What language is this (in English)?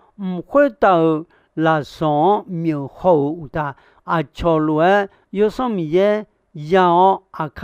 Akha